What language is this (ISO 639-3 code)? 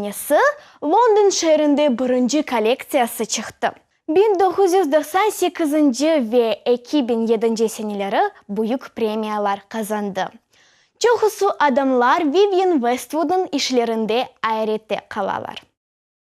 crh